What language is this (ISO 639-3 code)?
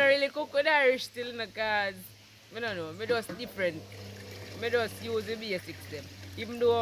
jam